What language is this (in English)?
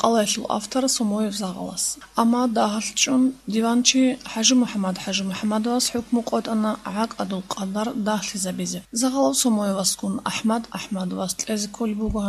Avaric